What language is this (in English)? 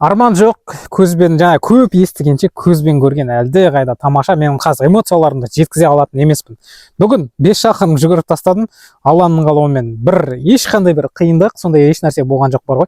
Kazakh